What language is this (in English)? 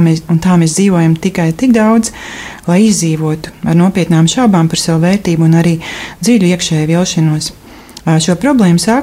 Latvian